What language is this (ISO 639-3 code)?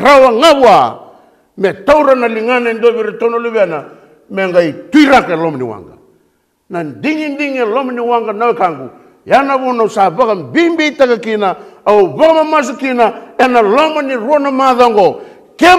fij